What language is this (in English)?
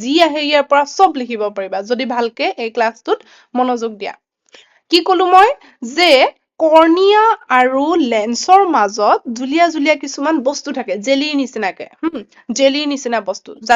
Assamese